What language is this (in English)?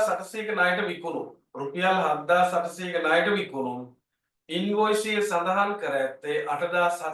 Sinhala